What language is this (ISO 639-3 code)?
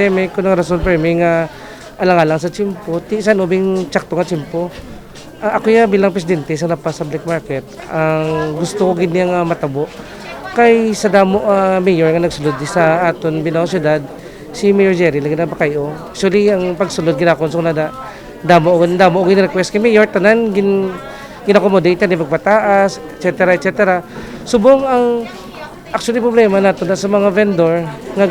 hil